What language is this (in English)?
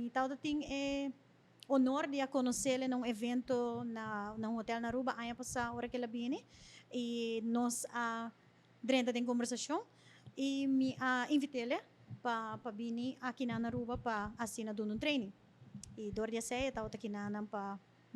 Papiamento